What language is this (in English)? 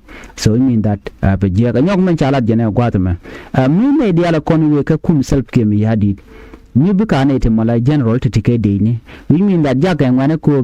Nuer